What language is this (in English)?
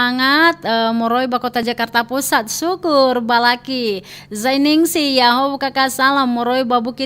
Nias